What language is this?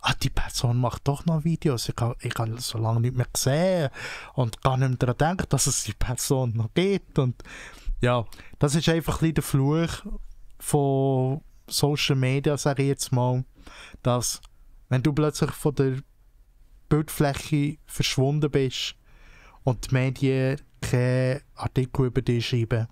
Swiss German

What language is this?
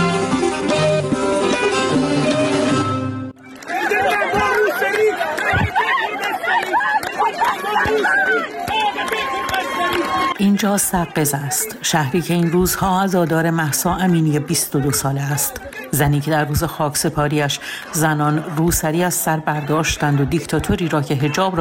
Persian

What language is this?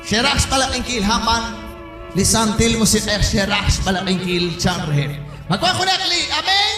Kekchí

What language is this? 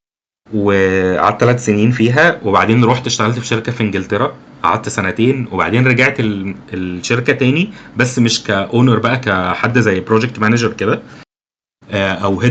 Egyptian Arabic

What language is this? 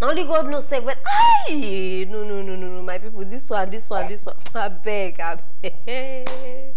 Nigerian Pidgin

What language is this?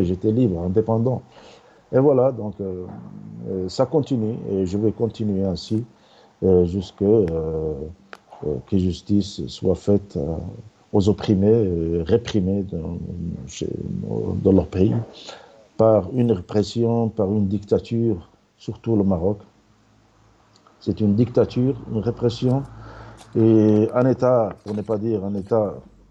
French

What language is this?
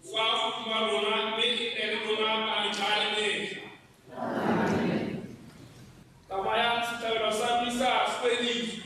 Tswana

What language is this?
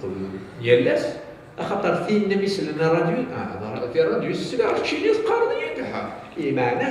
Kabyle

